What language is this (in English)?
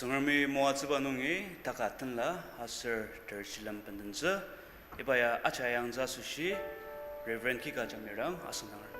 Ao Naga